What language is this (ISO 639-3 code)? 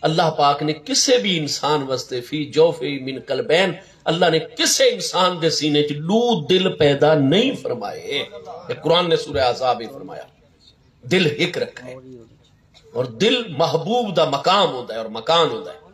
skr